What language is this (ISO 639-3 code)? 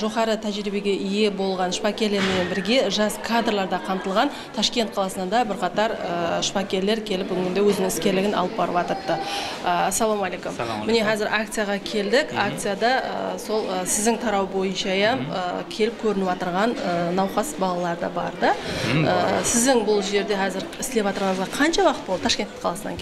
kaa